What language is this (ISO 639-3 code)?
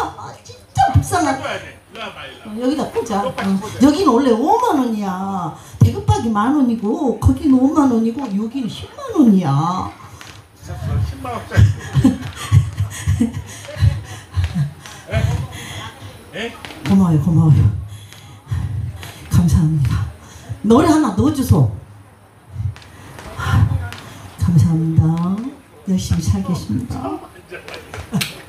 kor